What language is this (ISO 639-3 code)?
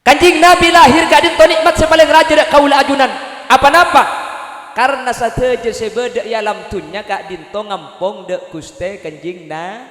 mad